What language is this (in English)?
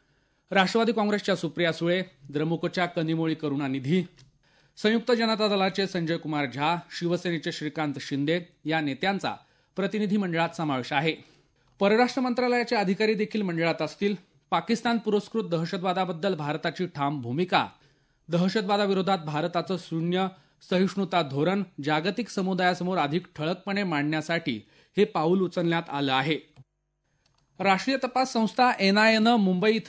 Marathi